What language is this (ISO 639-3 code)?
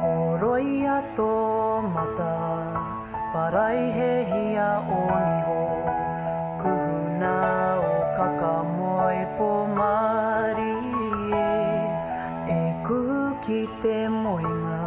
mri